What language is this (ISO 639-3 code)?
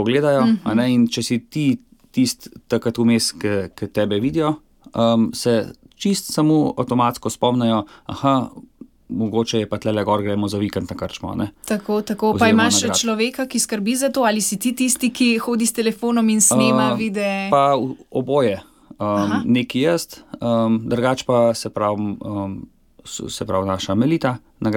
slv